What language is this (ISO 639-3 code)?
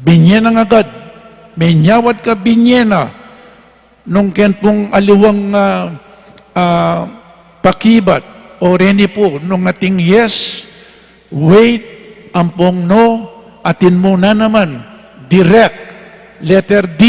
pam